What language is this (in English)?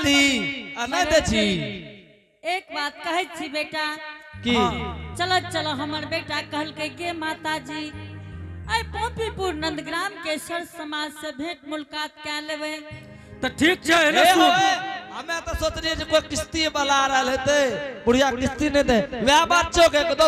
Angika